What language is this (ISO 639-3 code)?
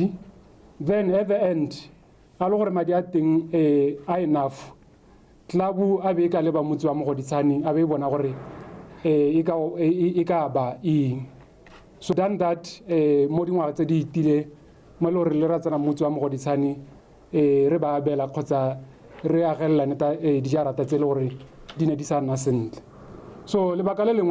tsn